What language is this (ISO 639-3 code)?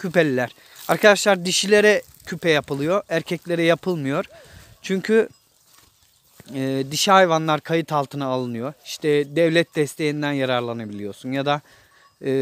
tur